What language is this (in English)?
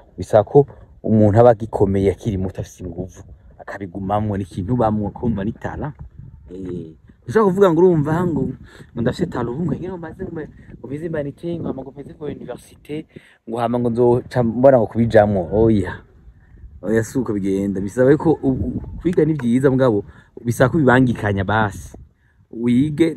Rundi